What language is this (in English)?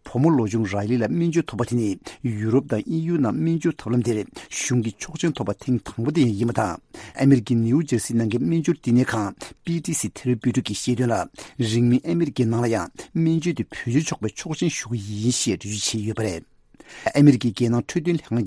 Tibetan